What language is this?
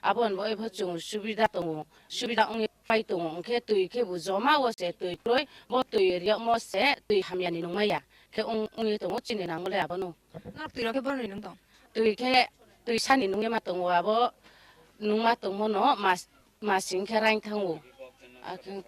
Kok Borok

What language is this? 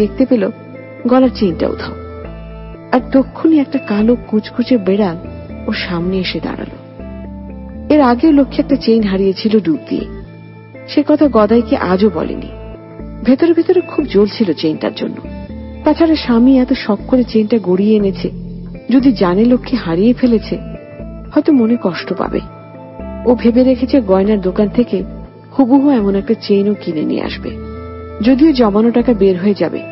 Bangla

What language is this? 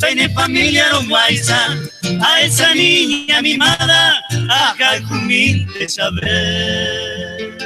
Guarani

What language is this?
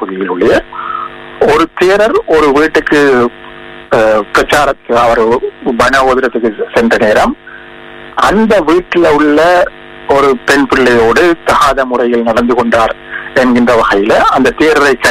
Tamil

